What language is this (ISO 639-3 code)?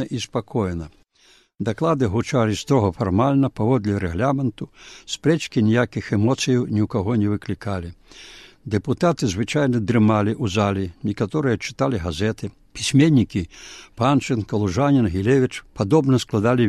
bel